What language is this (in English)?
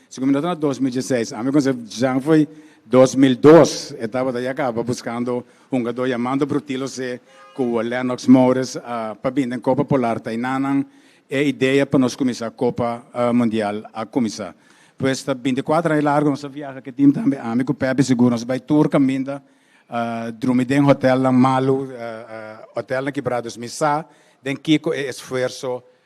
Papiamento